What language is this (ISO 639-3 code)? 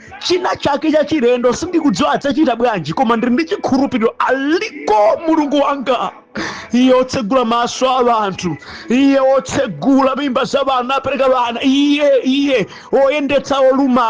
nya